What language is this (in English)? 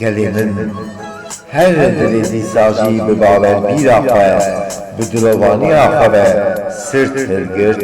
Kurdish